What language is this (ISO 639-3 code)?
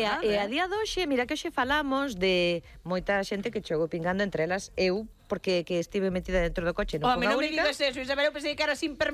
glg